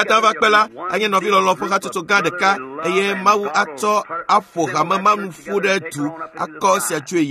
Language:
Ewe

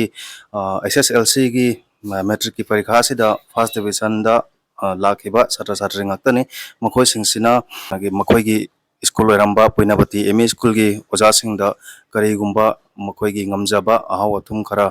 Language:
Manipuri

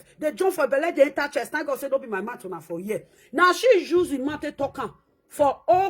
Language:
Nigerian Pidgin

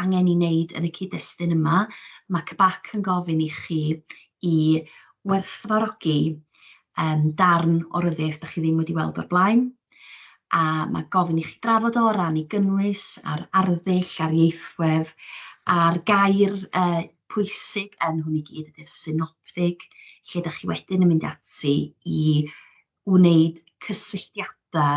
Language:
Welsh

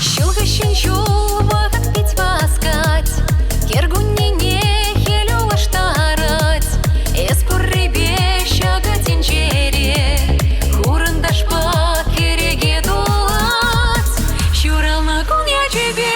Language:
Chuvash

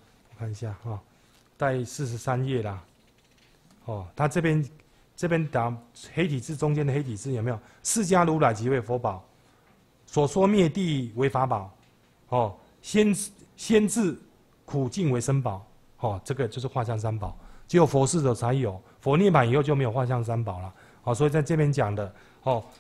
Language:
Chinese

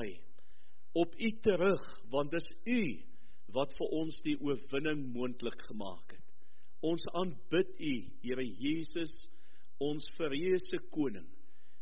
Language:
Afrikaans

